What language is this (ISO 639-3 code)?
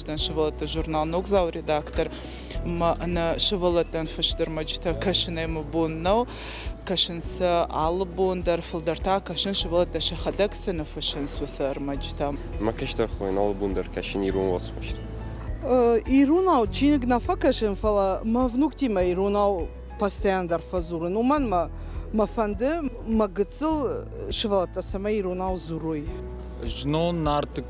oss